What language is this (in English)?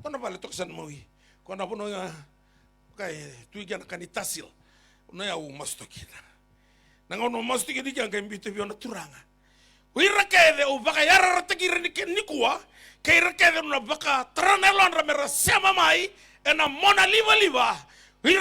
Fijian